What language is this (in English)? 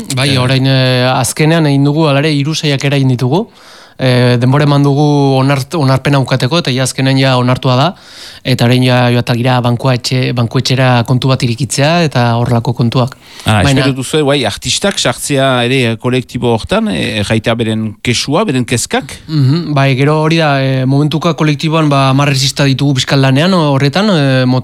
Basque